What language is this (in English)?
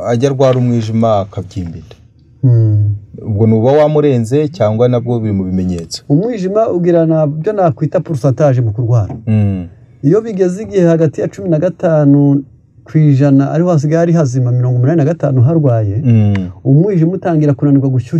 Kinyarwanda